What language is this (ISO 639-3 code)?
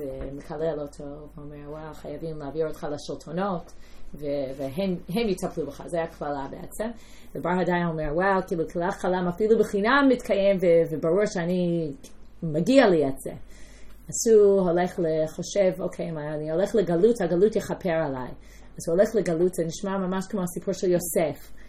heb